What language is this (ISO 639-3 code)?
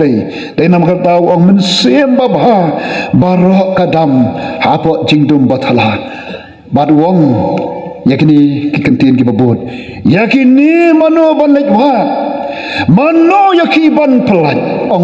kha